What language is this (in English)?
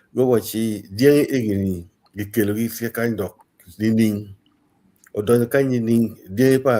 Acoli